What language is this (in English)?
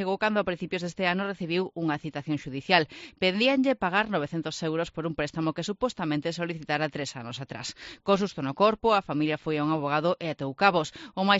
Galician